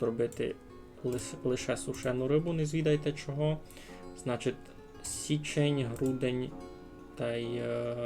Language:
Rusyn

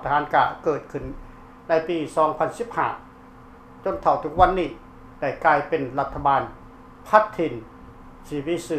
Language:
Lao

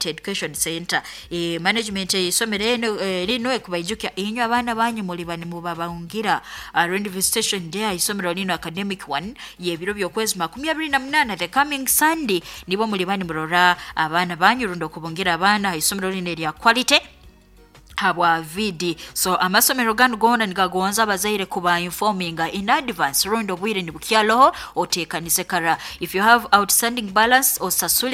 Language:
Nyoro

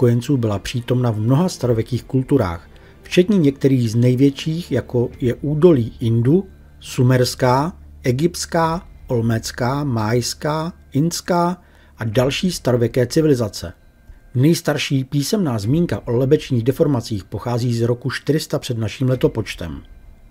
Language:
Czech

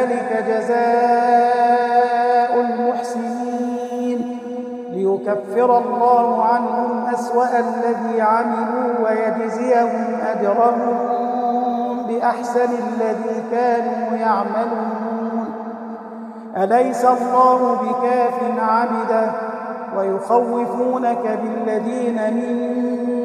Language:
Arabic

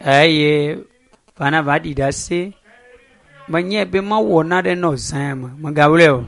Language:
Ewe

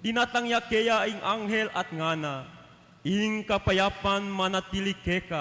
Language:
Pampanga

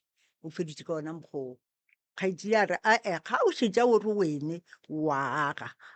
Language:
Northern Sotho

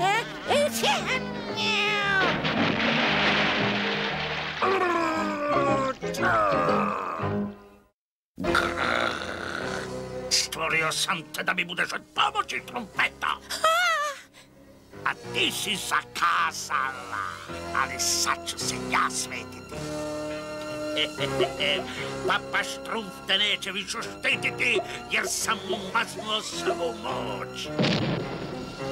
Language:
Croatian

